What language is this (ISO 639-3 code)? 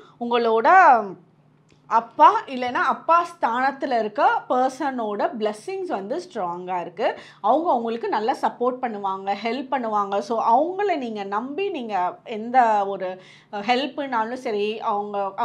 tam